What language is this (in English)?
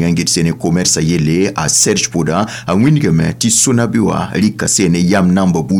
Mossi